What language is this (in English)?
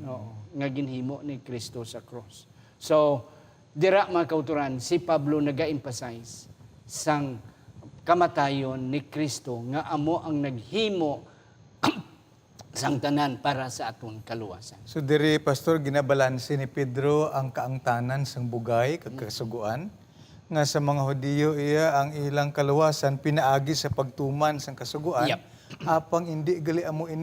Hiligaynon